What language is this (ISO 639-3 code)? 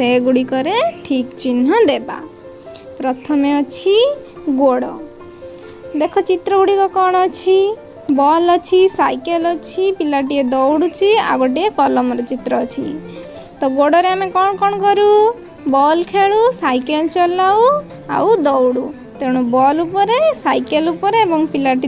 ori